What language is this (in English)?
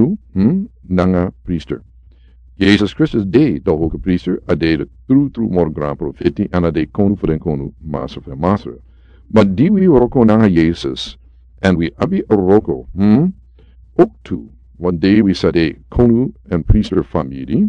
Sranan Tongo